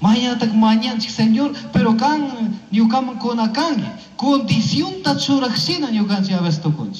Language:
Chimborazo Highland Quichua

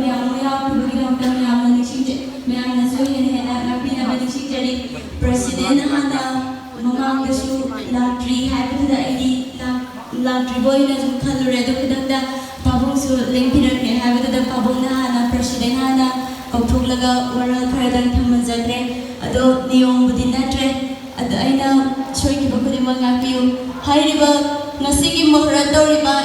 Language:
Manipuri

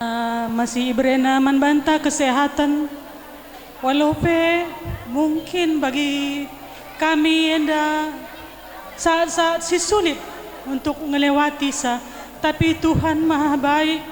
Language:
Batak Karo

